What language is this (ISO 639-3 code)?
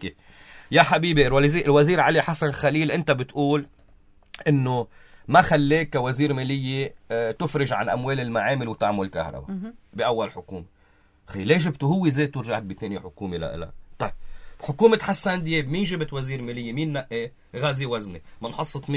apc